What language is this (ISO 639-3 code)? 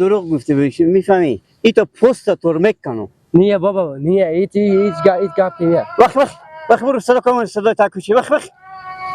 fas